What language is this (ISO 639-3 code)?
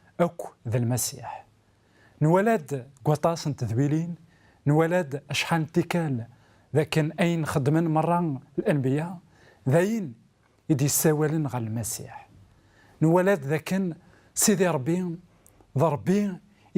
kab